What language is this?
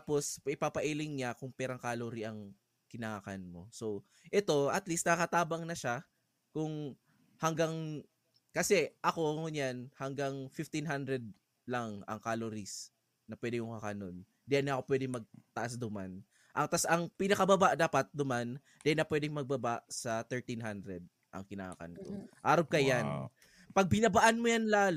Bikol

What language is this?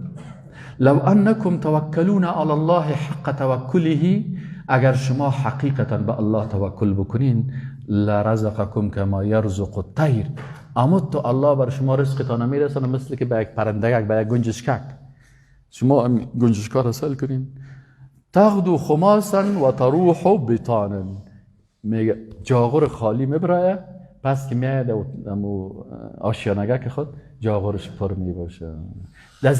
Persian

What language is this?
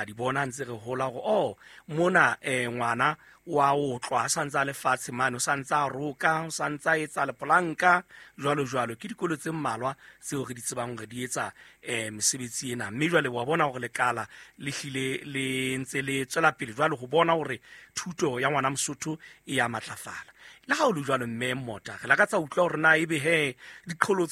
Southern Sotho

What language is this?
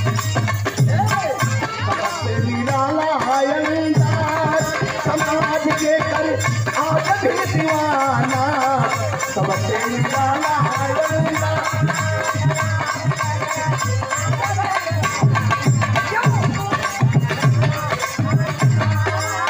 Bhojpuri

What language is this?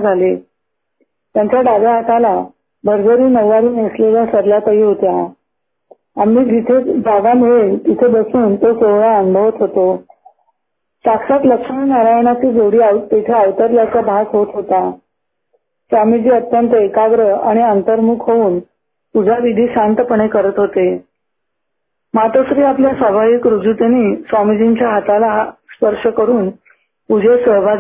Marathi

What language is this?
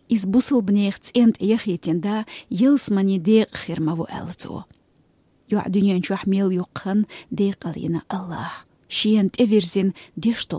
Chechen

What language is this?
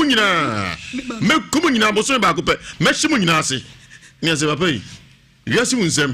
Akan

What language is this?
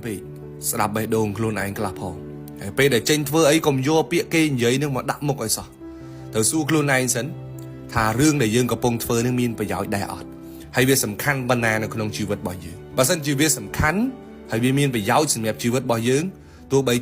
Khmer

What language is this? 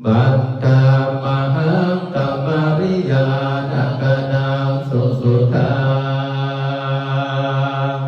Pali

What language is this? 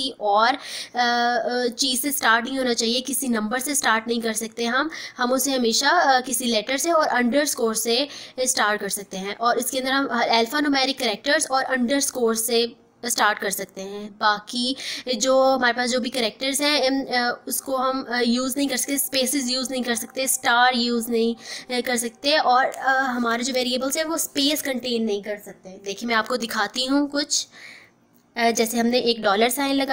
Hindi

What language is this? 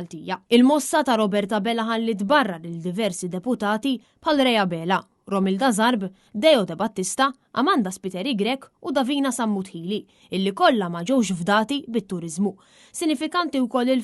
Maltese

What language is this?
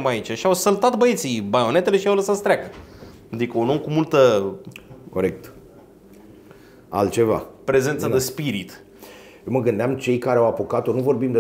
Romanian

